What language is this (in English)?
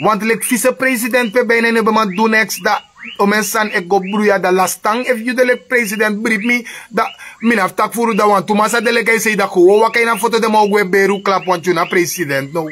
Sranan Tongo